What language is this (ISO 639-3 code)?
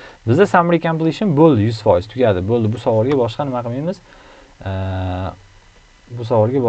uzb